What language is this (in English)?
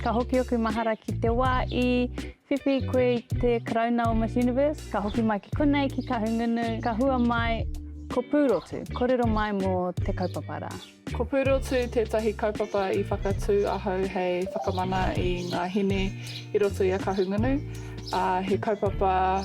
Māori